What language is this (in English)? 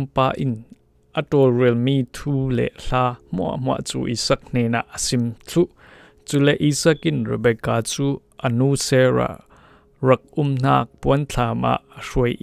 Falam Chin